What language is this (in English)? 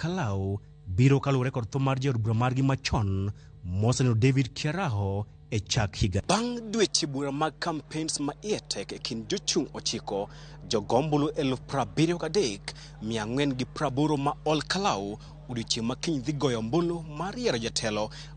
Luo (Kenya and Tanzania)